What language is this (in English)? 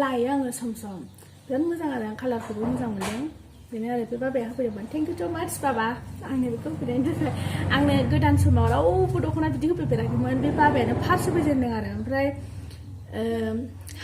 Bodo